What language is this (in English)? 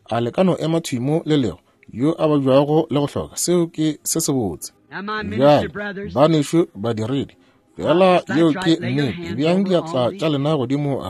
Northern Sotho